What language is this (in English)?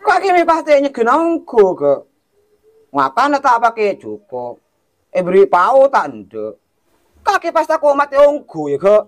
Madurese